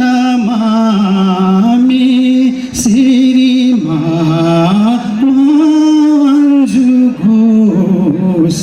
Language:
Newari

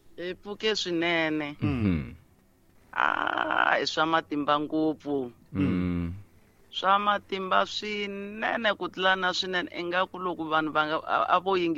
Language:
Tsonga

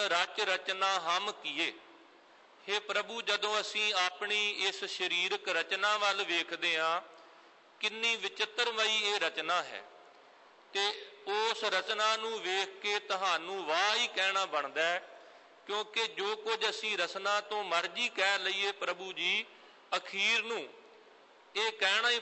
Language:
Punjabi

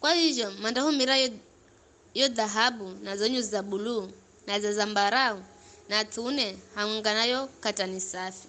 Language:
Giryama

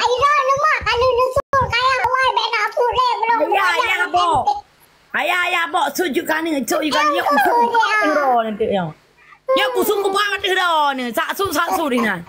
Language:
Achinese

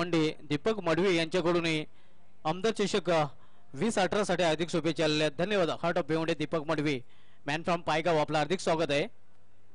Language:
Marathi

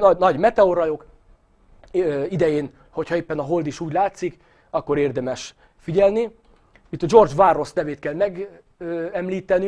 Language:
Hungarian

